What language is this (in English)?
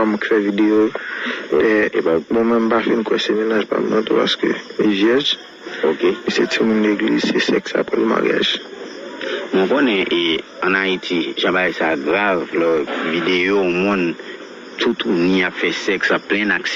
Haitian Creole